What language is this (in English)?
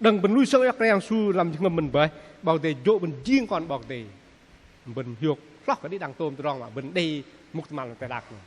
Bahnar